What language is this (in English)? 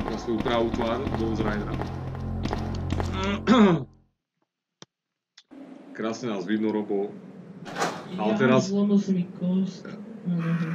Slovak